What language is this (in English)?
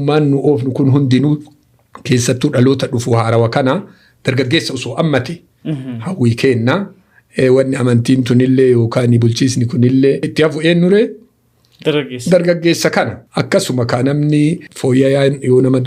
Oromo